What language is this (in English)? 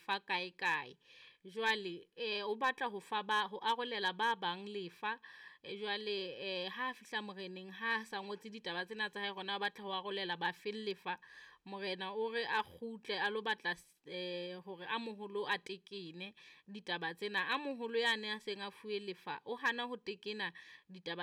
Southern Sotho